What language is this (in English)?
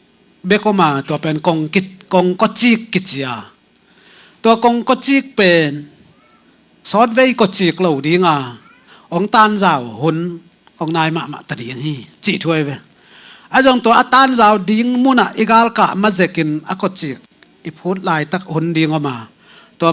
Tedim Chin